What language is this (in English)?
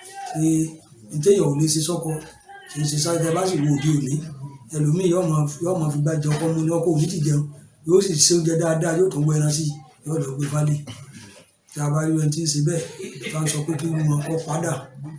Yoruba